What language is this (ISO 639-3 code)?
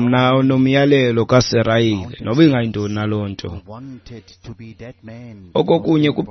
xho